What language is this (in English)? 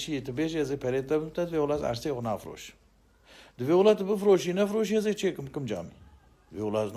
Kurdish